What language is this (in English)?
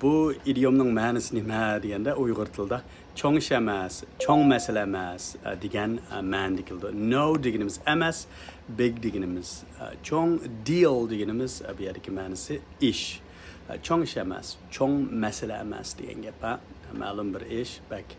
Uyghur